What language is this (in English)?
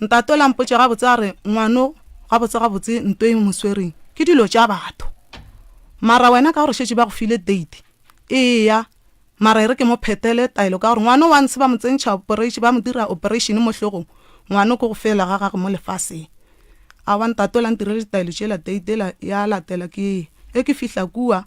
Northern Sotho